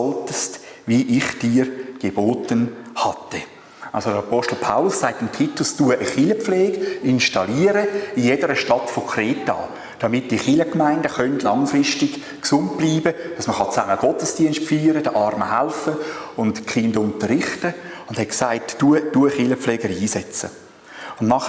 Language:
Swiss German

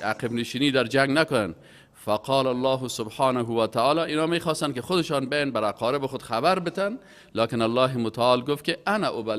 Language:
Persian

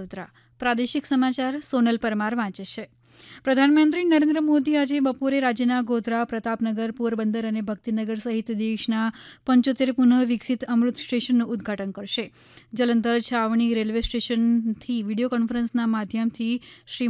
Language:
Gujarati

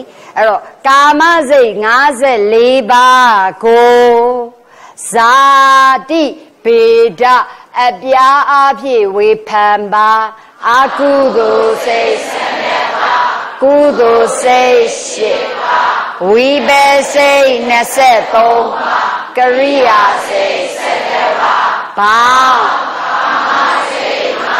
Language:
Burmese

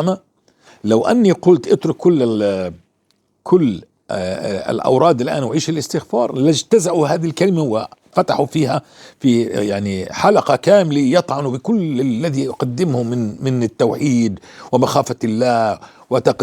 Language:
North Levantine Arabic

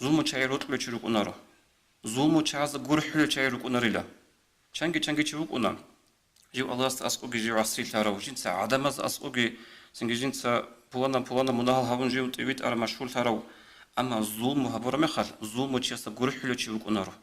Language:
Avaric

